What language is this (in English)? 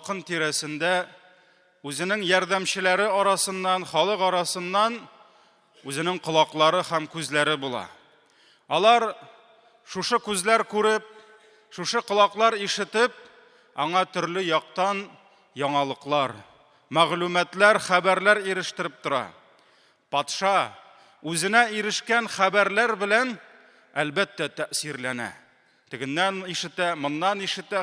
Tatar